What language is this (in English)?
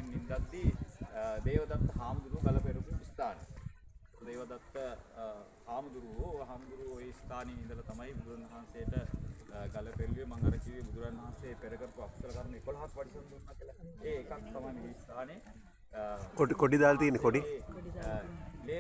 Sinhala